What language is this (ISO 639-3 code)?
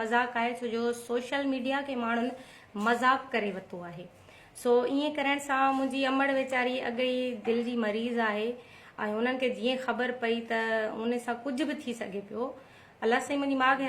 snd